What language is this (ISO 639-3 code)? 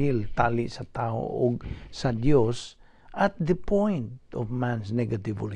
ceb